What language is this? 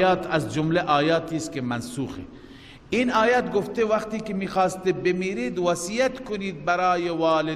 Persian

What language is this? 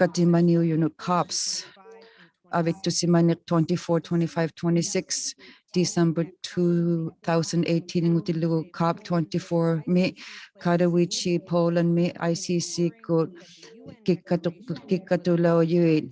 Inuktitut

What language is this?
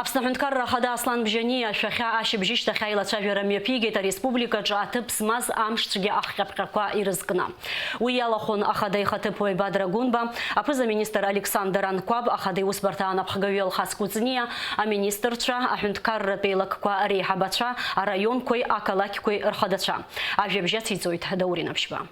Abkhazian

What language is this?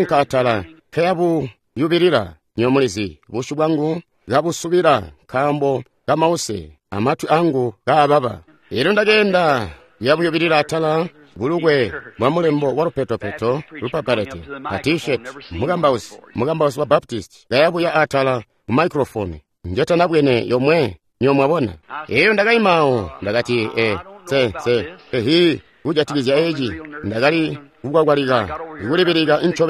Tonga (Zambia)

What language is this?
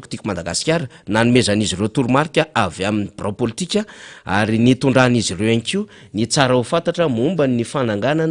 Malagasy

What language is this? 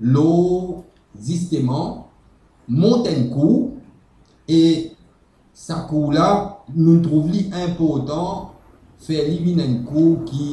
Morisyen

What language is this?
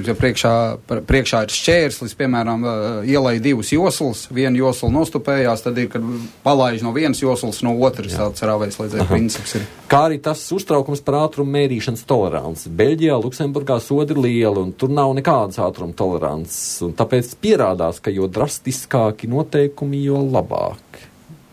Latvian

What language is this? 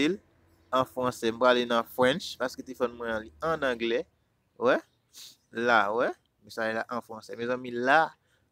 Haitian Creole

